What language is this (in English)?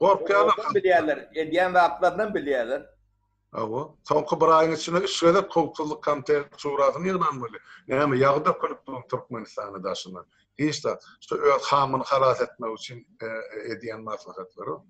Turkmen